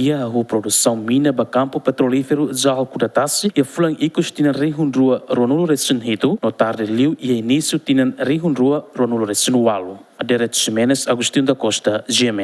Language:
Tetum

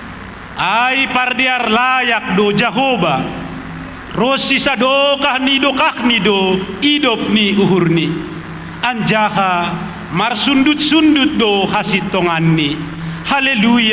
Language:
Batak Simalungun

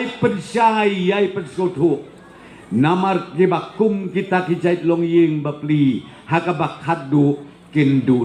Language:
Khasi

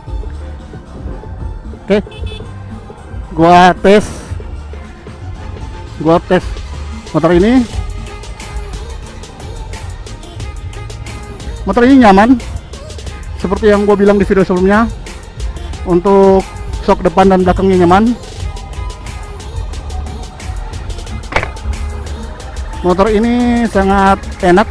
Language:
Indonesian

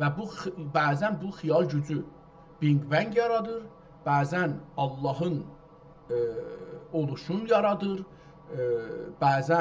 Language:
South Azerbaijani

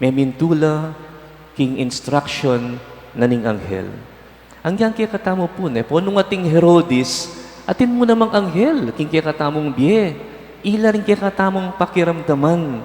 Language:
Pampanga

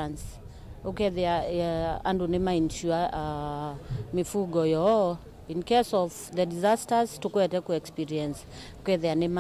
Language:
Kamba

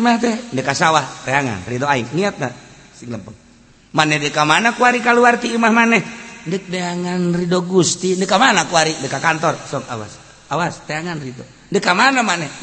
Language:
Sundanese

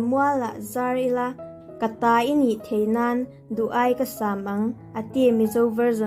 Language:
Vaiphei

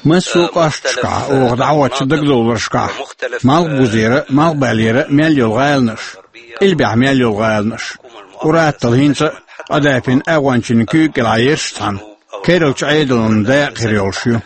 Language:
Chechen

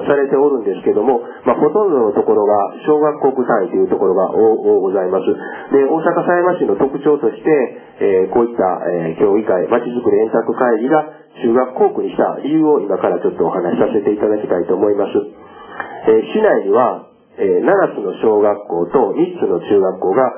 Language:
Japanese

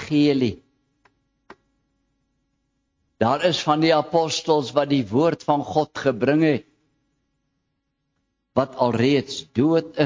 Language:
Afrikaans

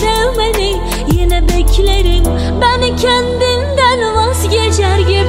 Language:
Turkish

